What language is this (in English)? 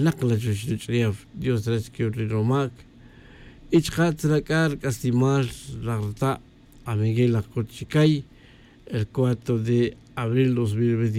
Tz'utujil